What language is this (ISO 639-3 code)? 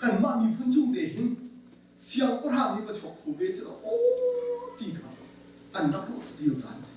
cnh